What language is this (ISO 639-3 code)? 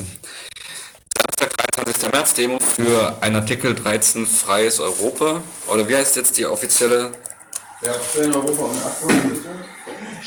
deu